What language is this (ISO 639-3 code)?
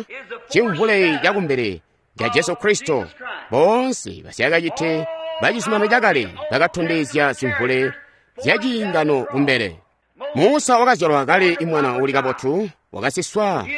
toi